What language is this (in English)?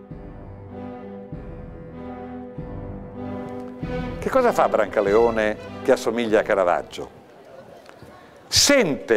Italian